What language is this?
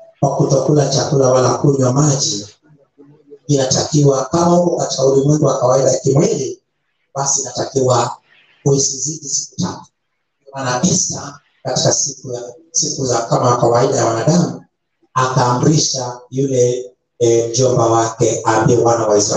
Swahili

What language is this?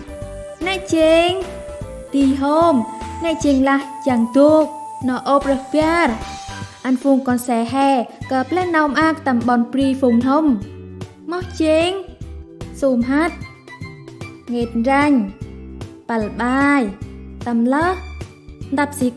Central Mnong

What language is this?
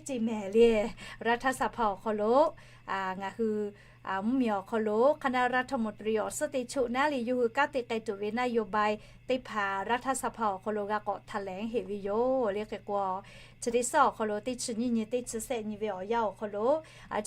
Lahu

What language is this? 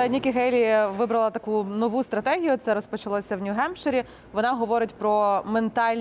Ukrainian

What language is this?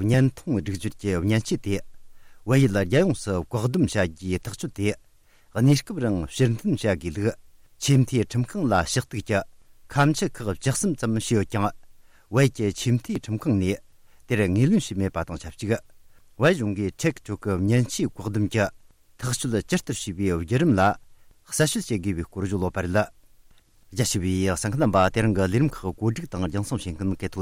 Tibetan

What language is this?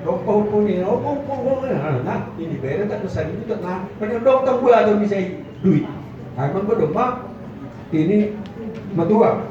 Batak Simalungun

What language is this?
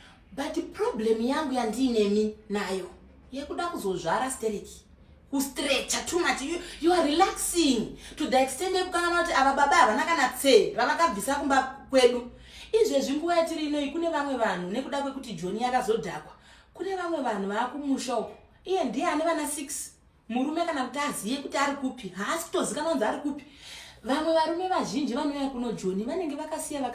Shona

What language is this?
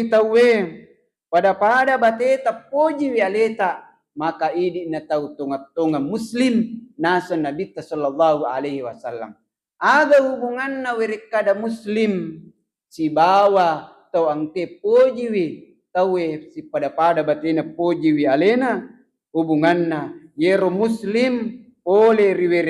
Buginese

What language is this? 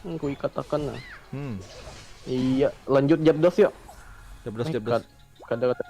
Banjar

